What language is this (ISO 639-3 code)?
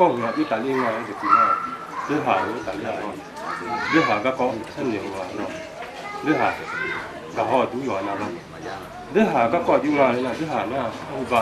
ahk